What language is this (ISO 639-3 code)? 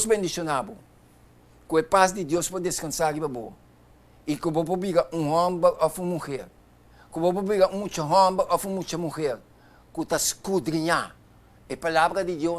pap